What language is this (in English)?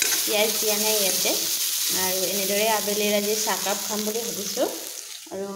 Assamese